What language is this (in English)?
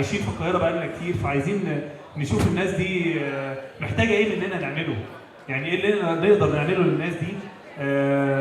Egyptian Arabic